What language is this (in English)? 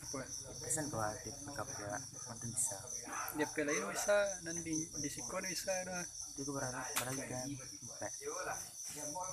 Minangkabau